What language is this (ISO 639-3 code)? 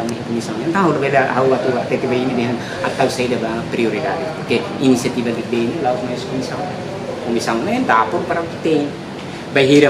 tet